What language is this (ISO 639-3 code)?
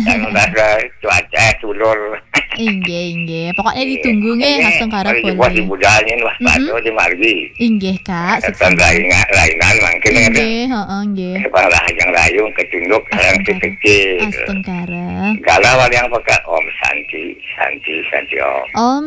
ban